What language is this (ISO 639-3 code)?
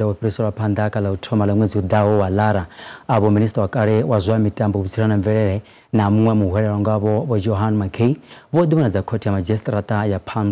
ven